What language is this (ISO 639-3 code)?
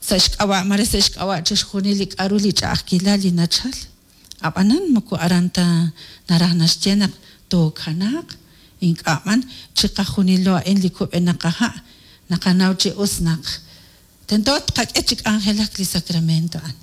kek